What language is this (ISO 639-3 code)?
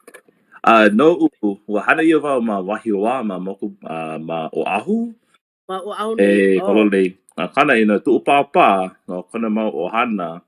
haw